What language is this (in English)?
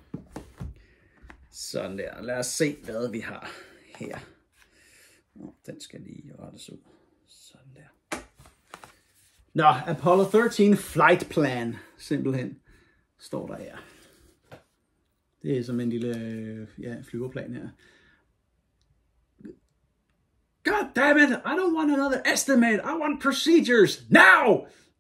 Danish